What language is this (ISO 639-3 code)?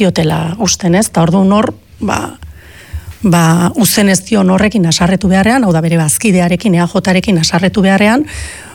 eus